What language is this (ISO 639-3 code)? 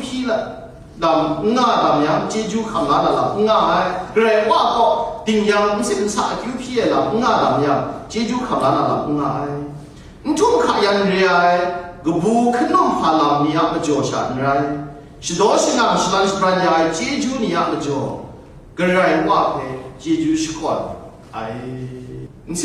kac